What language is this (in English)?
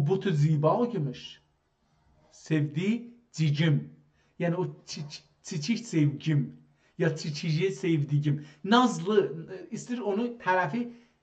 South Azerbaijani